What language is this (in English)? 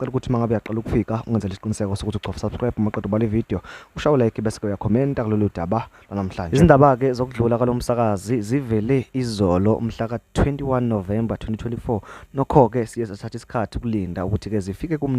Zulu